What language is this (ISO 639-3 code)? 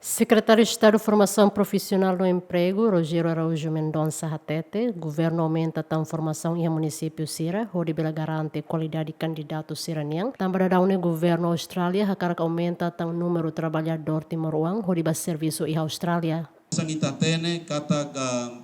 tet